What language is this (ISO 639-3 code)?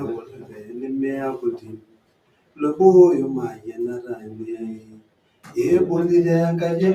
mas